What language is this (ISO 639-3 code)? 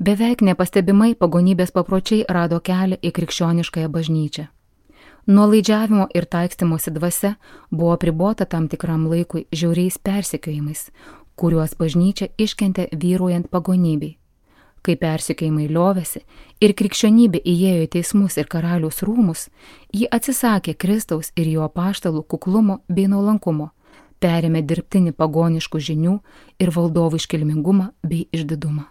lit